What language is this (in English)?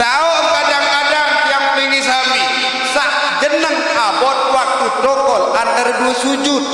Sasak